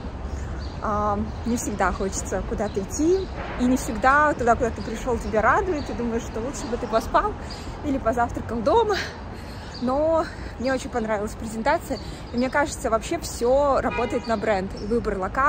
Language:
Russian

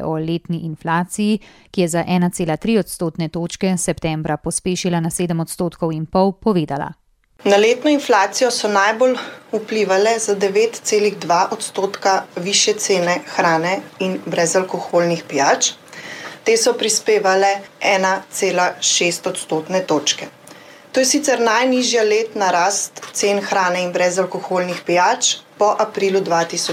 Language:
Slovenian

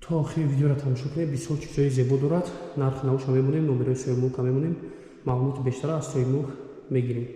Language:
Tajik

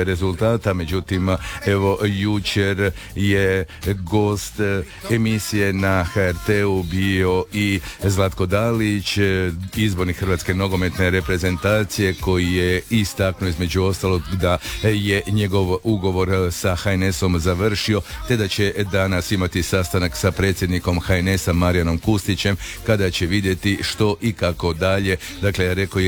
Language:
Croatian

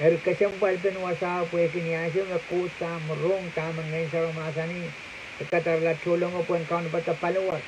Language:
Pohnpeian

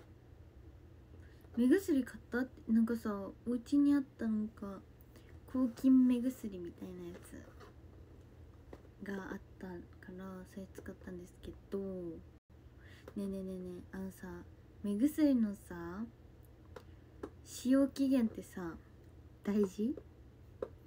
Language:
Japanese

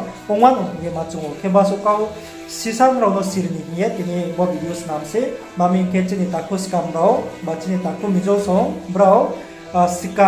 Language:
Riang (India)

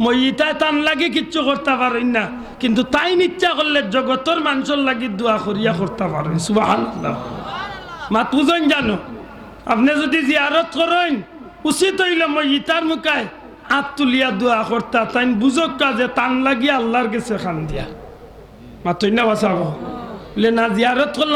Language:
Sylheti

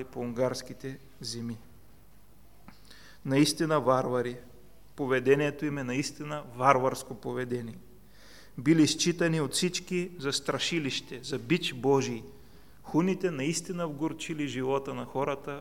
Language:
Bulgarian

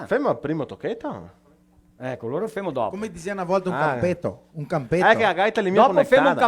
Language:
Venetian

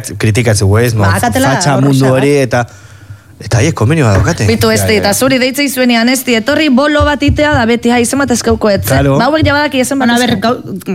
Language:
Basque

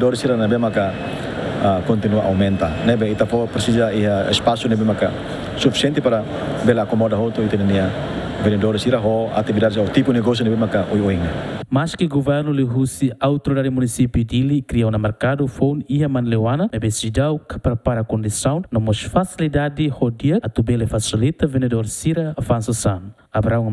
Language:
Tetum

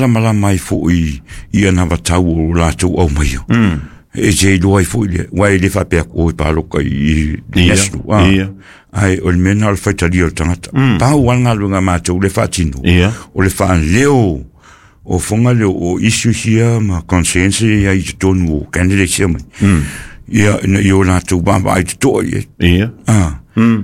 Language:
Samoan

